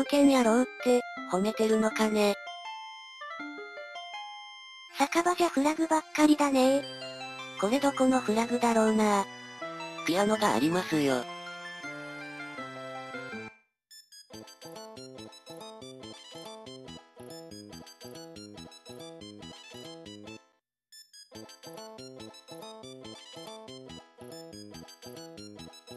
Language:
Japanese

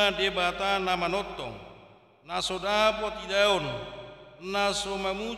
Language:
Batak Toba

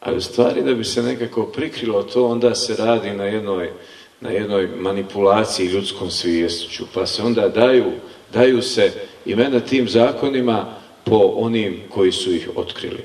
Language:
Bosnian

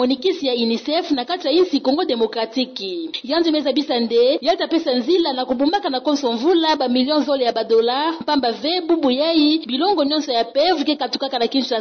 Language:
Kituba (Democratic Republic of Congo)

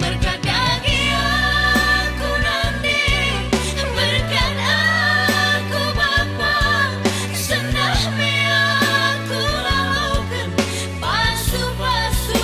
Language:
Batak Karo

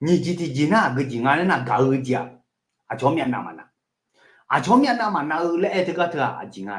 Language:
Akha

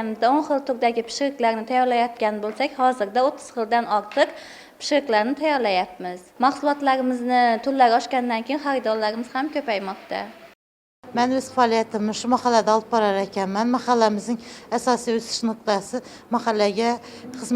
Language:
Uzbek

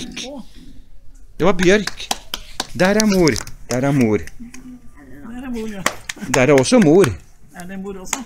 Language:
Norwegian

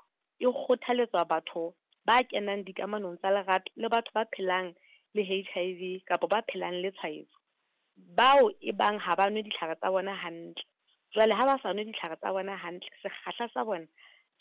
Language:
Southern Sotho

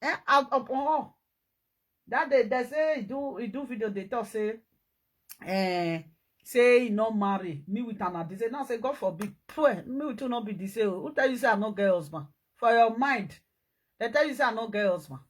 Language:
Nigerian Pidgin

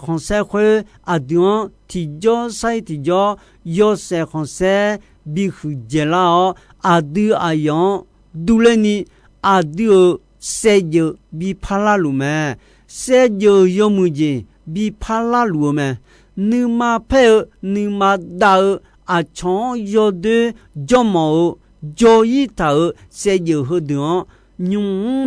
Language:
Akha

